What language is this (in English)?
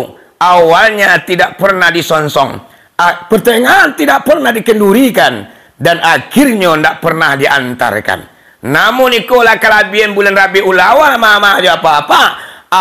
Minangkabau